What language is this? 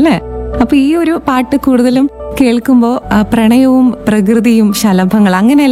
Malayalam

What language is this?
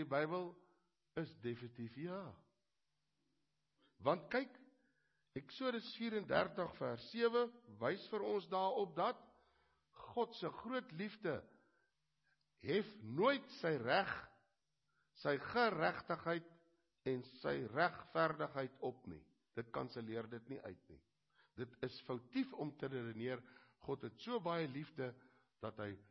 Afrikaans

